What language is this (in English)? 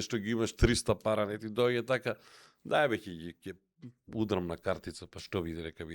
Macedonian